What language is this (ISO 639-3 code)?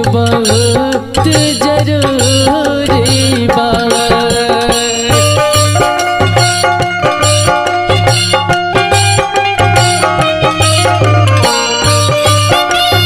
bho